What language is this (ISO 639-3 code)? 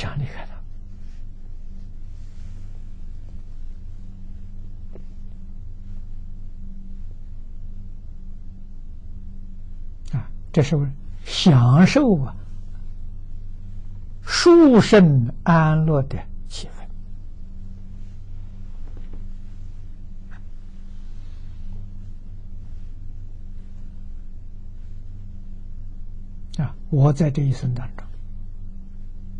zho